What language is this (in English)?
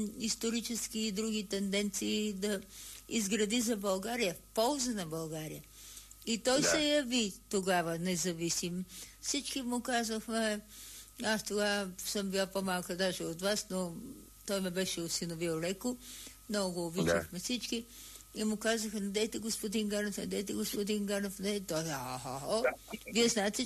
Bulgarian